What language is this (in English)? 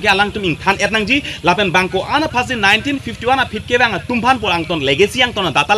Karbi